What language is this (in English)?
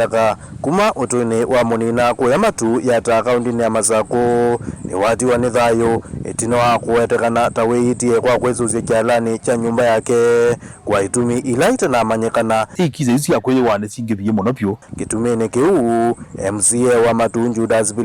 Kamba